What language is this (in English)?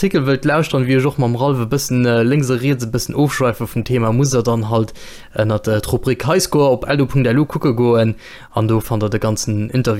Luxembourgish